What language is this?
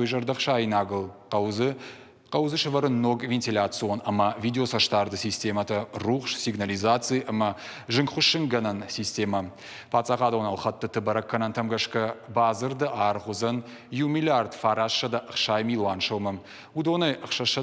Ossetic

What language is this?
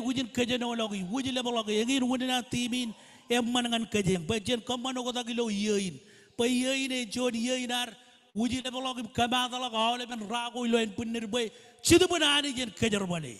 Marshallese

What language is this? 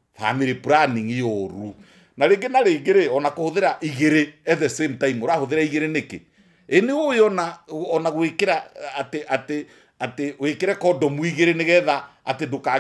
Kikuyu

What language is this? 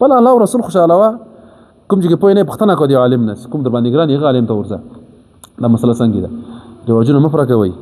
Pashto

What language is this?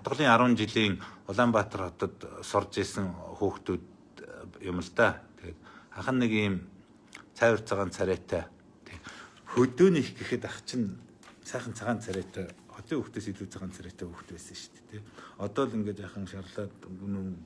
Mongolian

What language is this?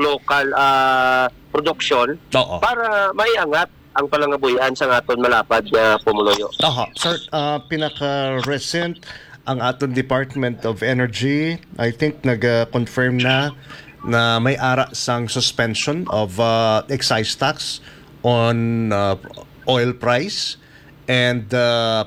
Hiligaynon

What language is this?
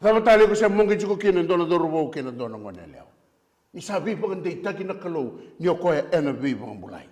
Fijian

